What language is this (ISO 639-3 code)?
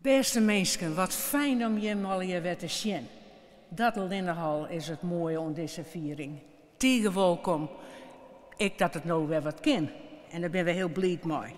fry